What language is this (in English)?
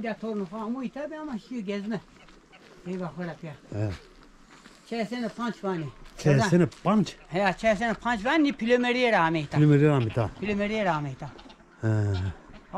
Zaza